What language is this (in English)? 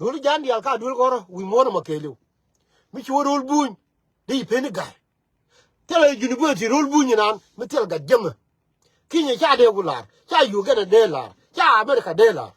Nuer